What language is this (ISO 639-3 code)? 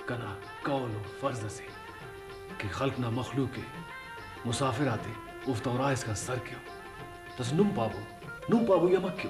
brh